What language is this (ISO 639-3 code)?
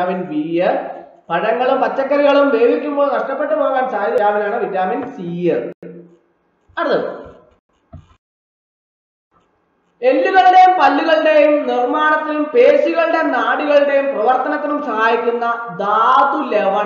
mal